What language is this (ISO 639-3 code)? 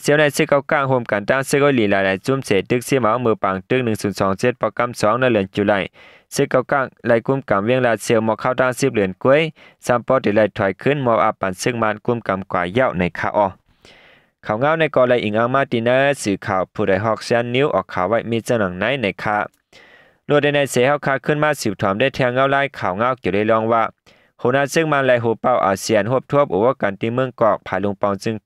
shn